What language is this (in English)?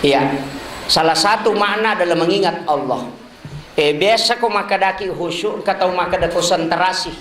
Buginese